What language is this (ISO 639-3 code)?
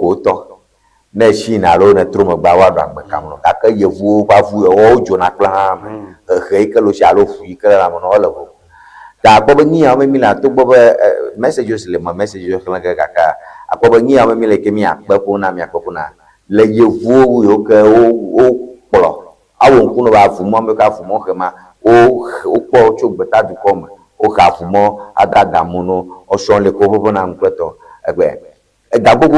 ewe